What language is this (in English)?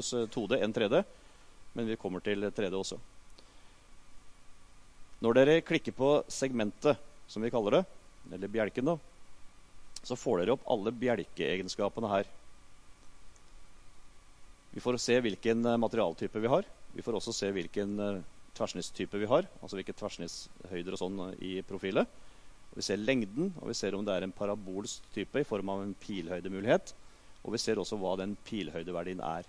Norwegian